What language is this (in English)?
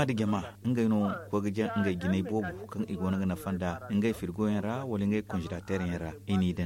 Zarma